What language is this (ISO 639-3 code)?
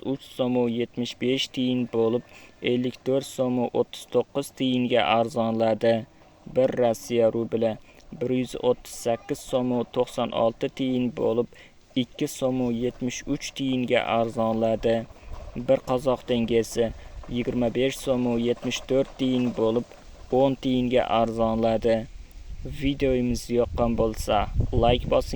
uzb